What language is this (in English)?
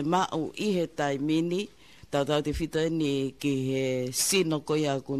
Tongan